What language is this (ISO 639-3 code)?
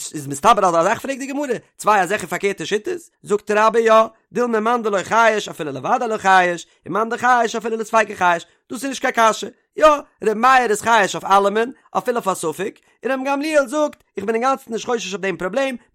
yid